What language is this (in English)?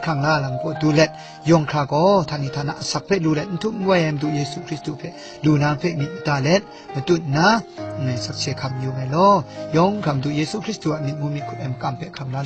Kachin